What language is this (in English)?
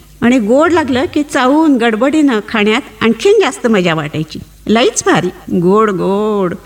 Marathi